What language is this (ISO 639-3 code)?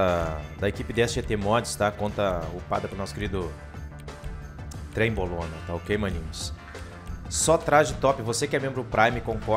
por